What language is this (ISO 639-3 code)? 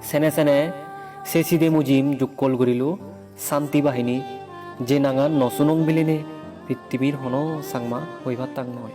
ccp